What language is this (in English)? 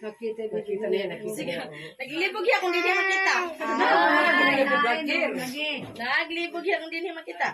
Waray